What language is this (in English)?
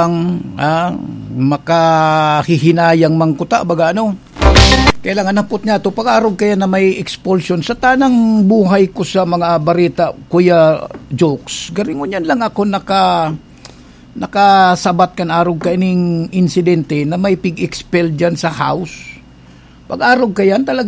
Bikol